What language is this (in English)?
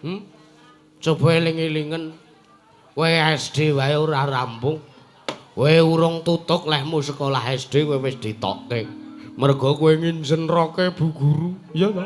Javanese